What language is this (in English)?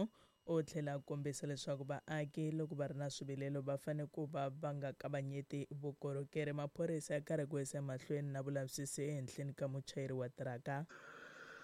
Tsonga